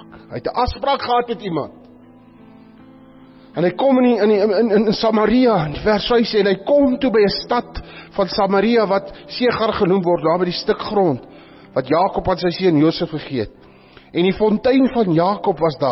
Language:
Afrikaans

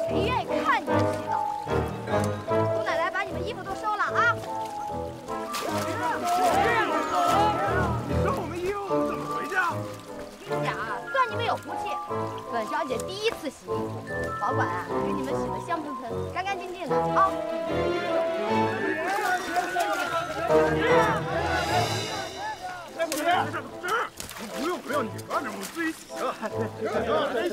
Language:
Chinese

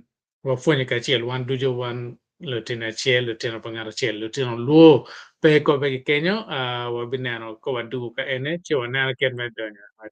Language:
Acoli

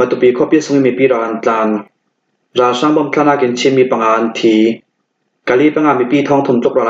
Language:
Falam Chin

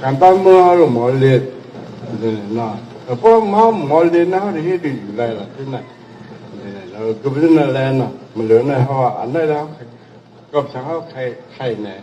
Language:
Shan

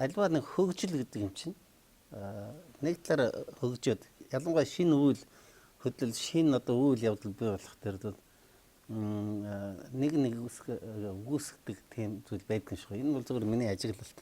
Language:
Mongolian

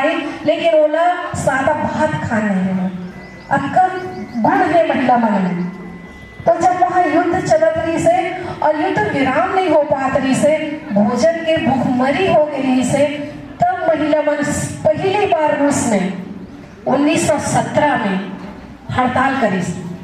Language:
Chhattisgarhi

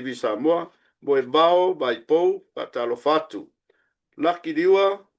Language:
Samoan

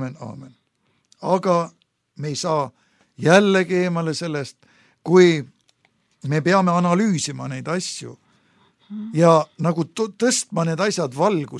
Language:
Estonian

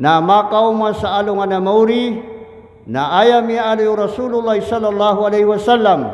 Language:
Maranao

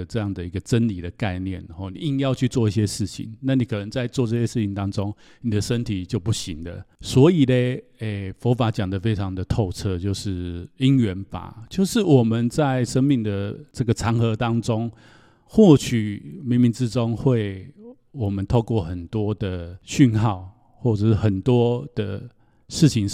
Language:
Chinese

